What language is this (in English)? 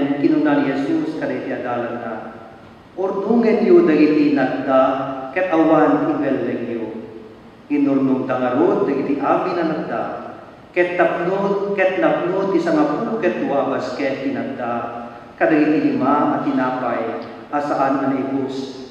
Iloko